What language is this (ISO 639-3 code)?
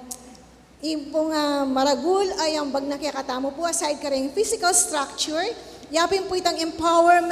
pam